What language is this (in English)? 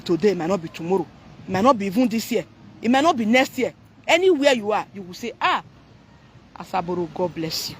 Nigerian Pidgin